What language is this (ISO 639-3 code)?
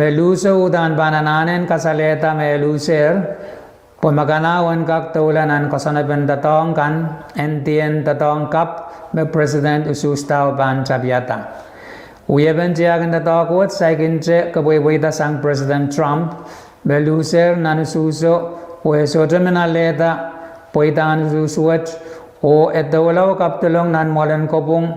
pon